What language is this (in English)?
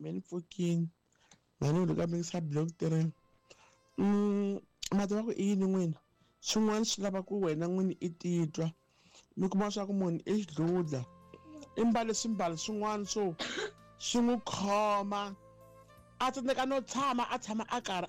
Tsonga